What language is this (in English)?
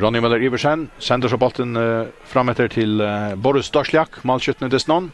Faroese